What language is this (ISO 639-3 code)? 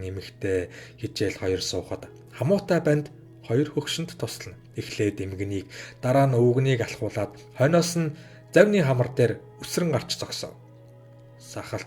mon